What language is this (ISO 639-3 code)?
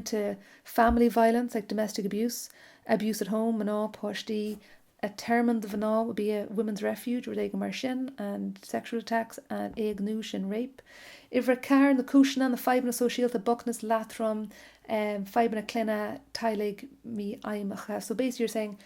gle